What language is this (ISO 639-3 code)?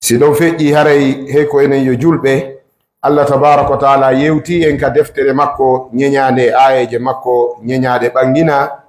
ful